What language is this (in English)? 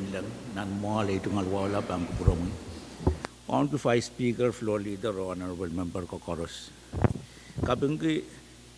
Pohnpeian